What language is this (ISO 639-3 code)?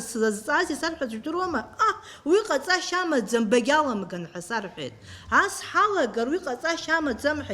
abk